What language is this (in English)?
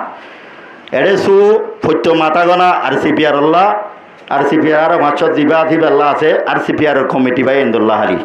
Rohingya